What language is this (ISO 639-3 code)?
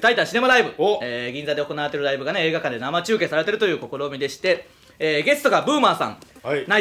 jpn